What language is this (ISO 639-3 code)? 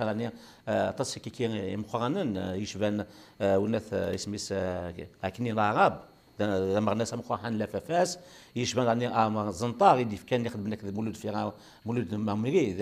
kab